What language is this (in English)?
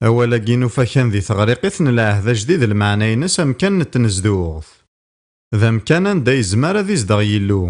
Kabyle